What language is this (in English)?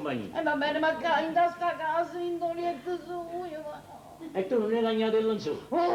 Neapolitan